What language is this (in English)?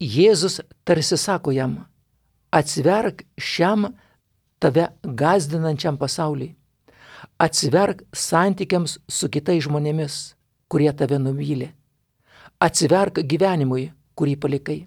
Lithuanian